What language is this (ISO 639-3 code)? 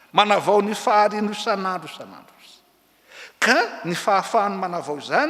mlg